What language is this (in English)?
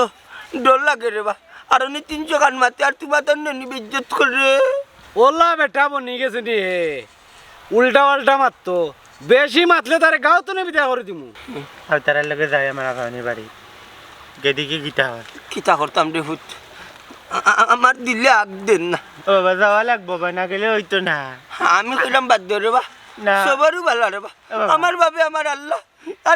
Sylheti